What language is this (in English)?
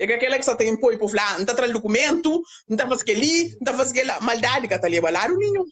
Kabuverdianu